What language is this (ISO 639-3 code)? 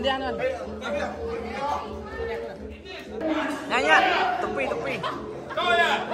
msa